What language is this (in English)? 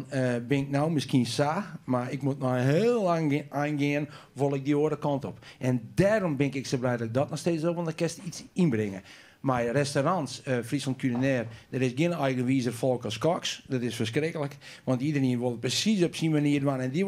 Western Frisian